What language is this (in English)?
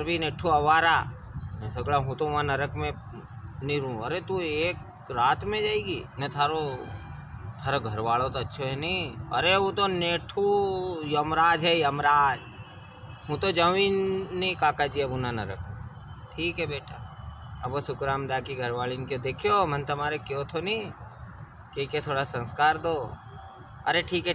Rajasthani